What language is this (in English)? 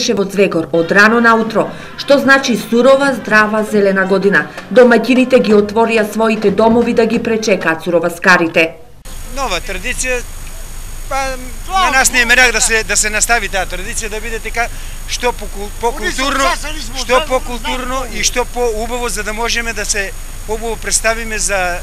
Macedonian